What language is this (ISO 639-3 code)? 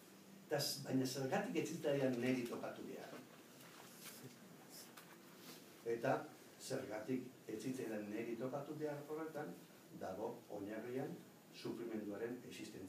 eus